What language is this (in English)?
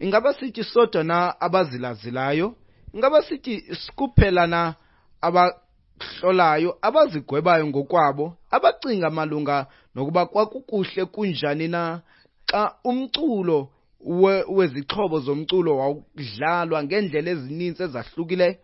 Xhosa